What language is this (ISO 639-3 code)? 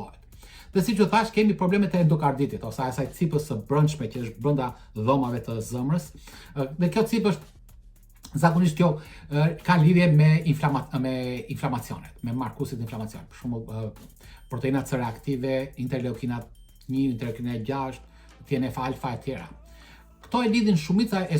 sqi